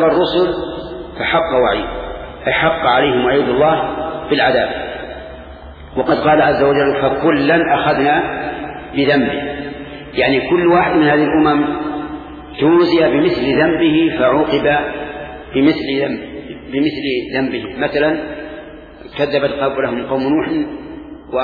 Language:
Arabic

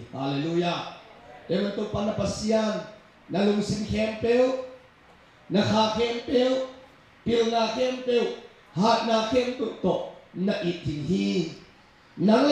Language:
Tedim Chin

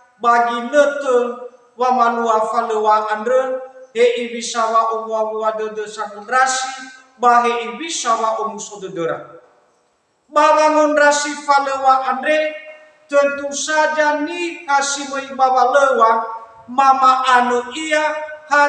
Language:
Nias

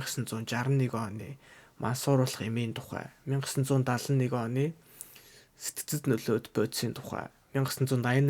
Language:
Mongolian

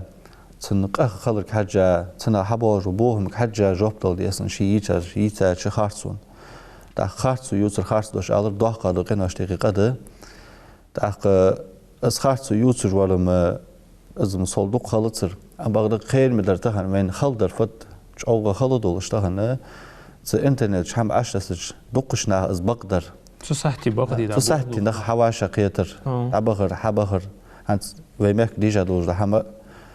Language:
Ingush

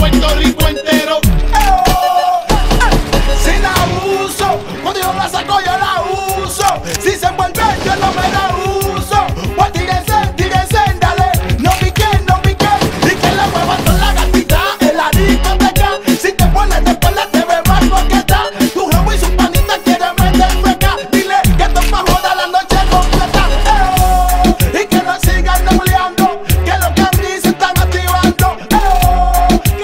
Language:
Spanish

